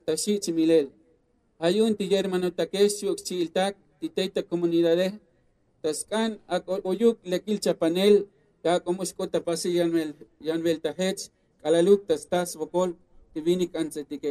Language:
Tzotzil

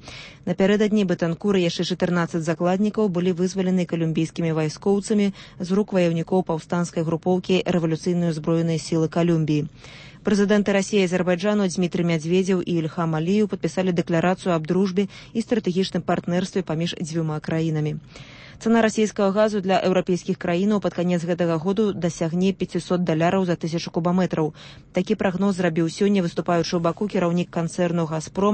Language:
Belarusian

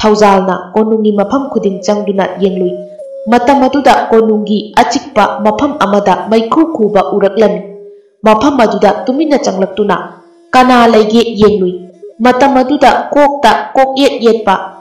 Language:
Manipuri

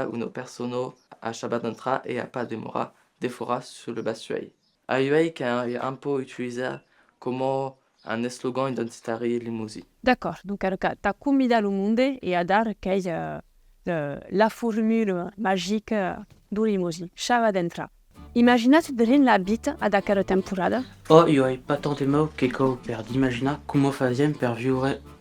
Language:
Occitan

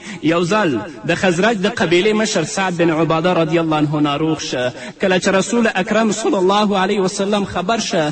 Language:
Pashto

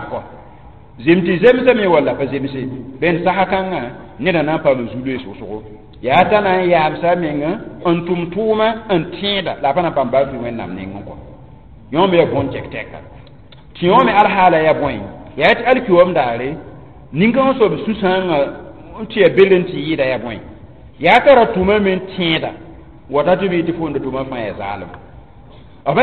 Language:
Mossi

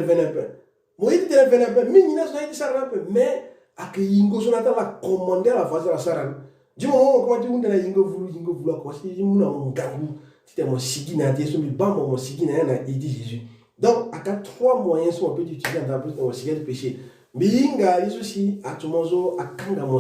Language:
Sango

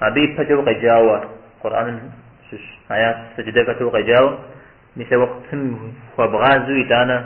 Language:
Kabardian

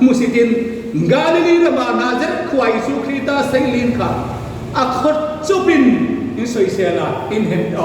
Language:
Hmar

